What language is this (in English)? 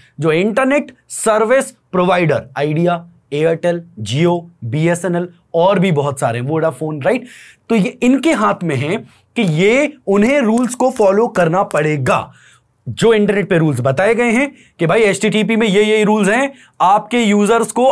Hindi